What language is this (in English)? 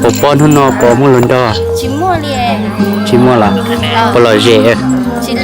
Hmong